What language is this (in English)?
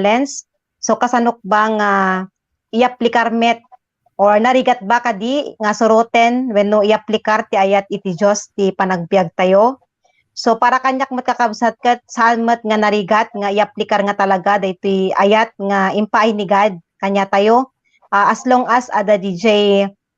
Iloko